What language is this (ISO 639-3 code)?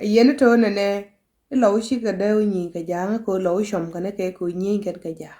nus